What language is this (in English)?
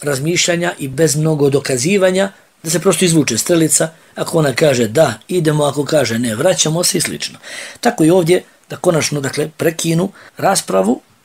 Bosnian